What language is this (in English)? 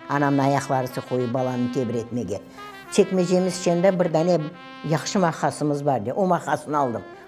Crimean Tatar